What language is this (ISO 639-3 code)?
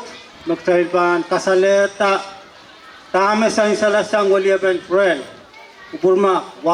pon